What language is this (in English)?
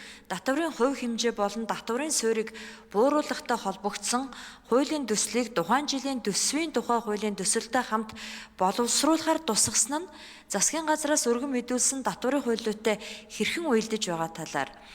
Mongolian